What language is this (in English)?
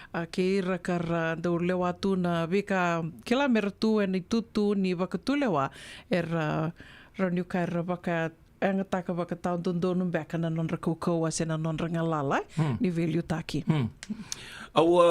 Fijian